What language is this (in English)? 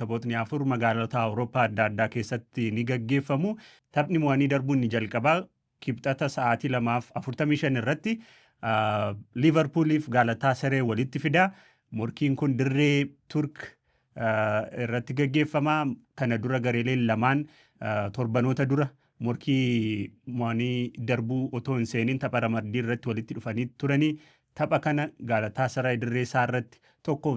Oromo